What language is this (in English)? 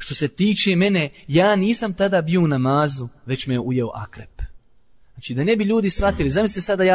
Bosnian